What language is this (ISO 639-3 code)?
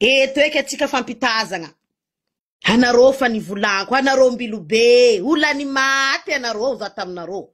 mlg